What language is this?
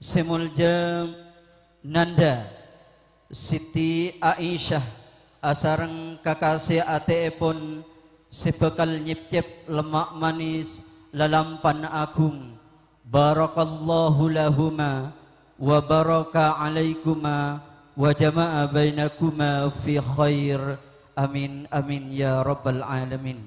Madurese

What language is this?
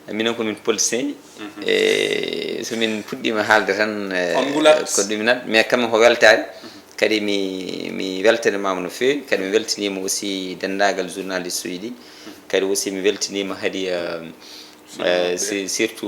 Fula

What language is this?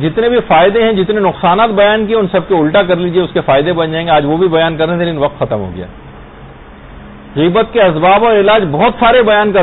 Urdu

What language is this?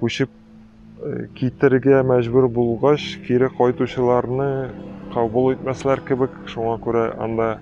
Tatar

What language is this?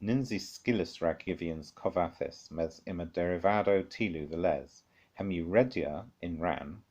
Cornish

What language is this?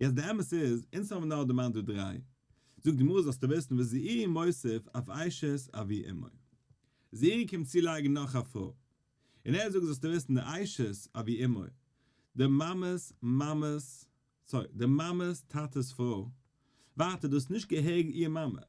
Yiddish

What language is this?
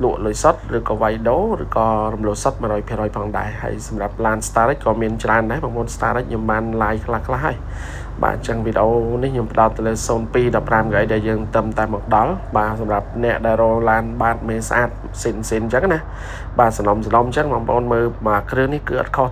Khmer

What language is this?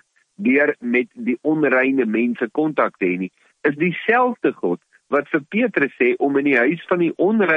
Afrikaans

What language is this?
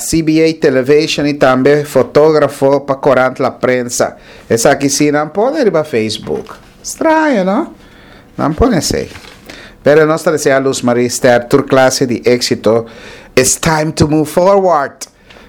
Papiamento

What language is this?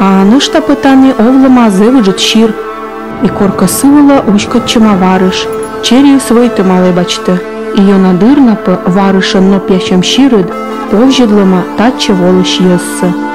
Komi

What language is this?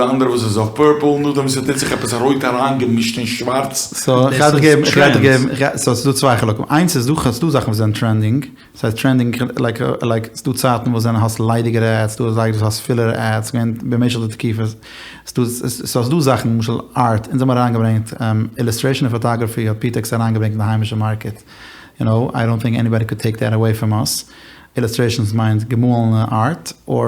Yiddish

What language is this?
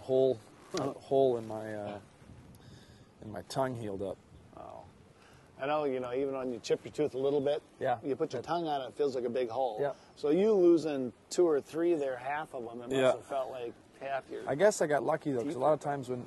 English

